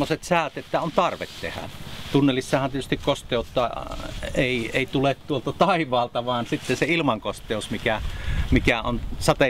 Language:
Finnish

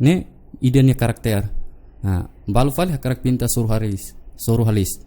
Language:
Tetum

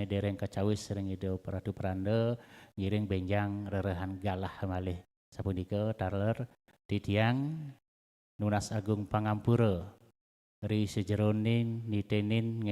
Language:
Balinese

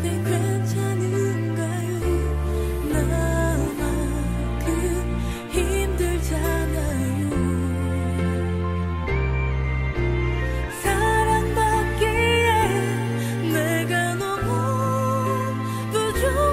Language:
Korean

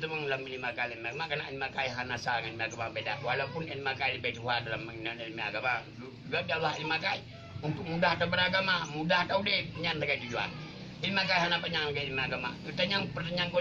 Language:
Achinese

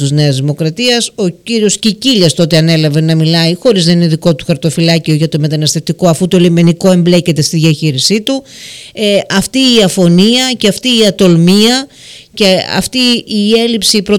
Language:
Greek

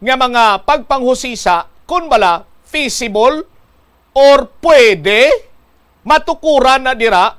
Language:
Hiligaynon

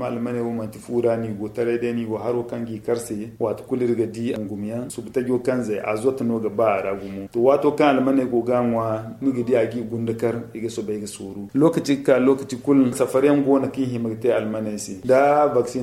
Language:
Zarma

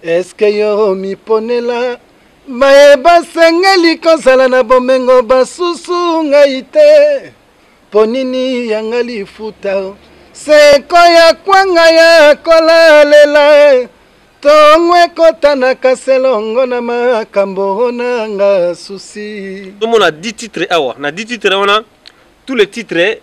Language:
Lingala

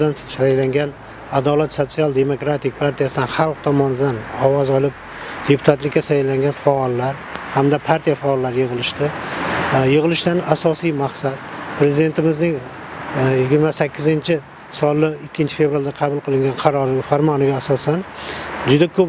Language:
Uzbek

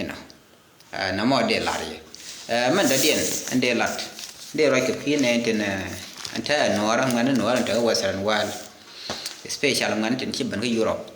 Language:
Nuer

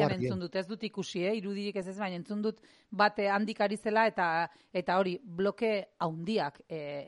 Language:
Basque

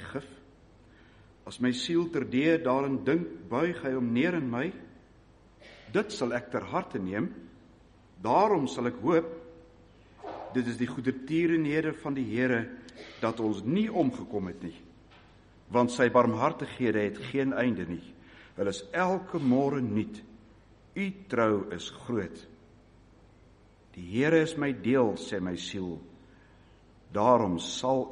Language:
Afrikaans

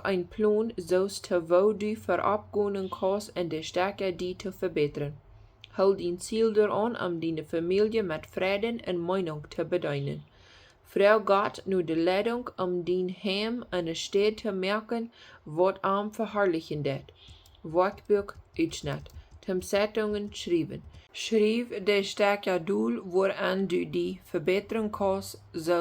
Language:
Plautdietsch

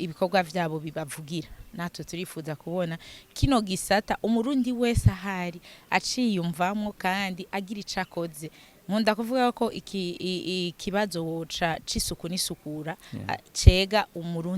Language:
Rundi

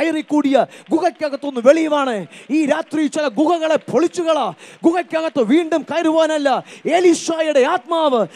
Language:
Malayalam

